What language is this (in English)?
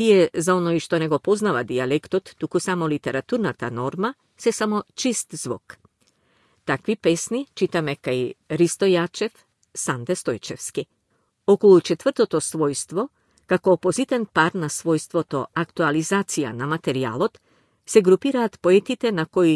Macedonian